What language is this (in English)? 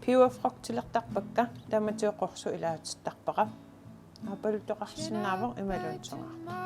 Kalaallisut